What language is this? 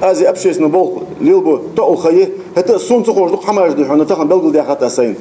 Ingush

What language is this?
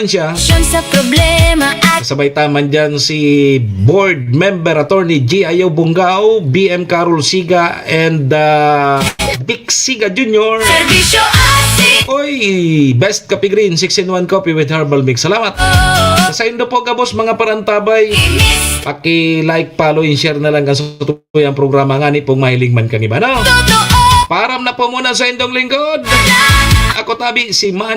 Bikol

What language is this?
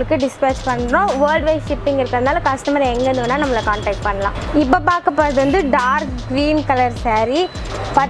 Tamil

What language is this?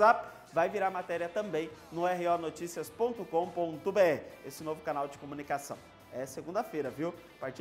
Portuguese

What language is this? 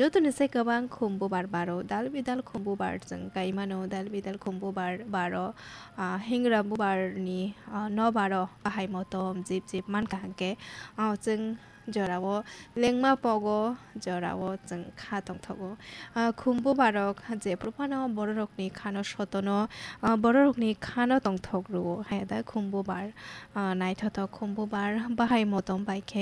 Kok Borok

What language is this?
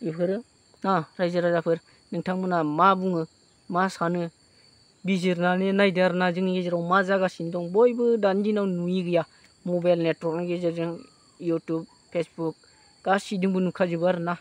Bodo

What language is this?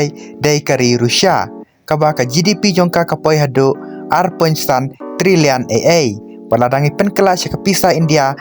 Khasi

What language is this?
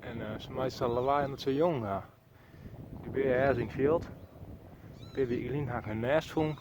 Western Frisian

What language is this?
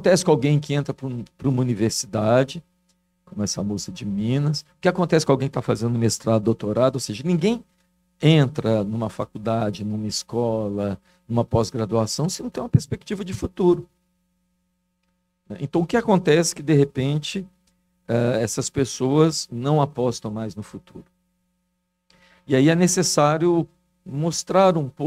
Portuguese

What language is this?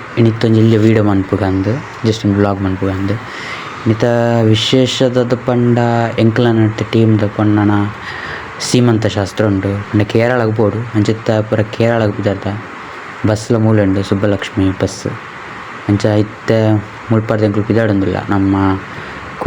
Tulu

